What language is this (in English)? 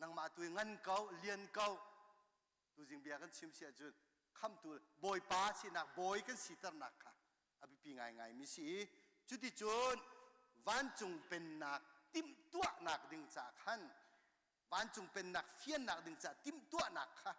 Hakha Chin